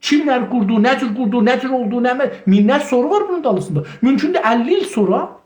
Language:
South Azerbaijani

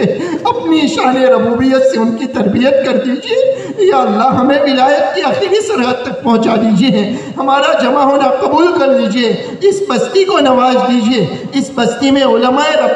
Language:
Urdu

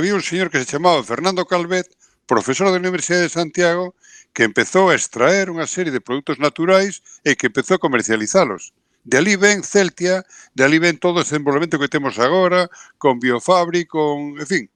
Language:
Galician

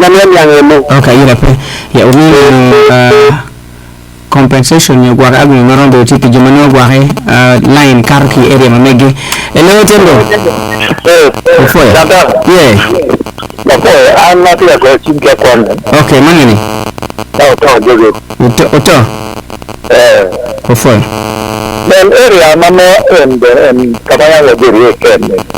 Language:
Acoli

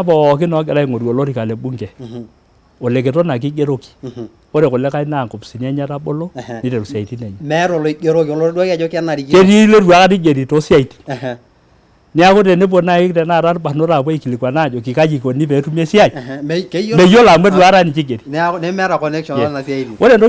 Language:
Masai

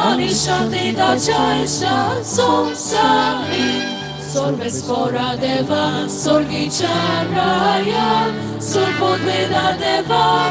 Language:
Konkani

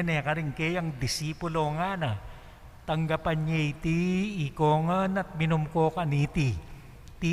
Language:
Pampanga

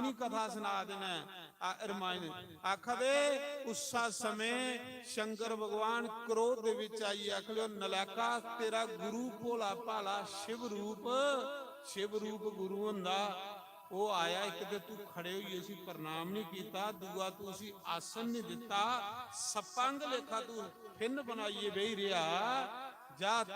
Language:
Dogri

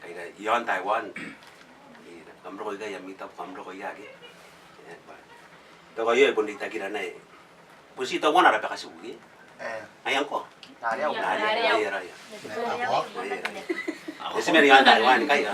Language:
Gilbertese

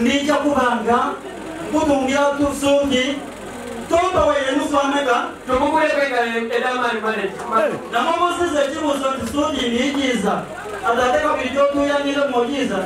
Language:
Soga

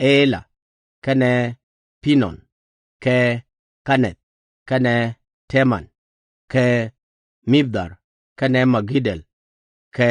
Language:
Nuer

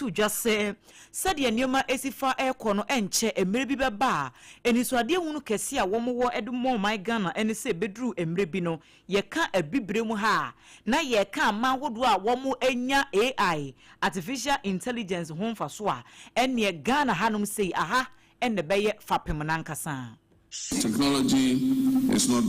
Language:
Akan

